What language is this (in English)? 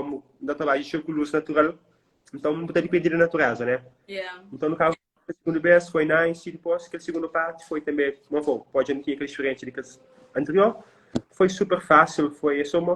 Kabuverdianu